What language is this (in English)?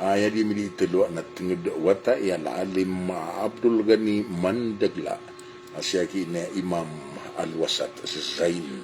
Maranao